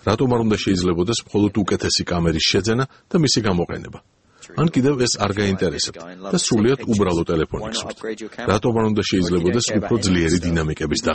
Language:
Georgian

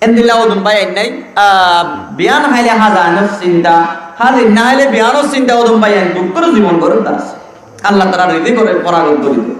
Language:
Rohingya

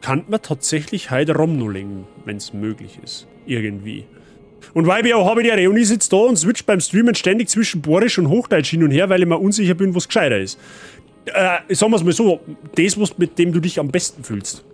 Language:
Bavarian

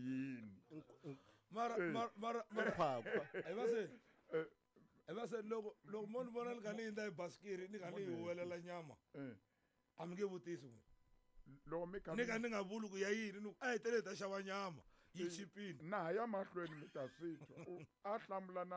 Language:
Tsonga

